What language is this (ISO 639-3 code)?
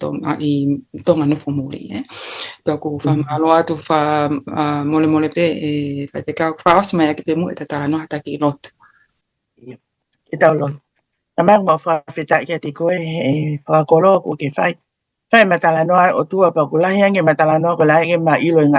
ton